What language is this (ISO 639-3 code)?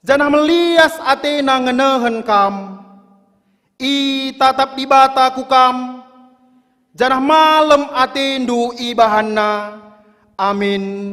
btx